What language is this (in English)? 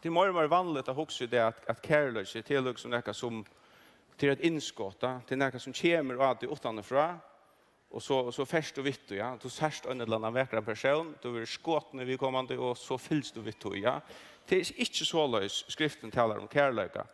Faroese